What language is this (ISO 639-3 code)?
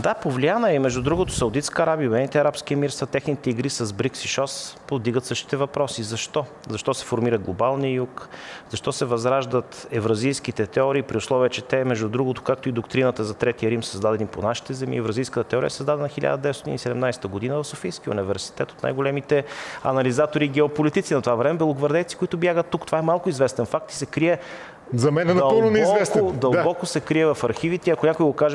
bul